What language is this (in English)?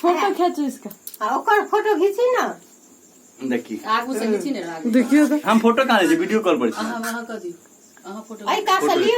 Maithili